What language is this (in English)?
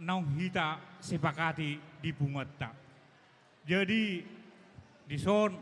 Batak Toba